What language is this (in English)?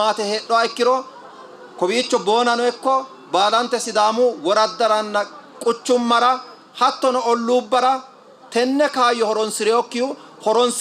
Sidamo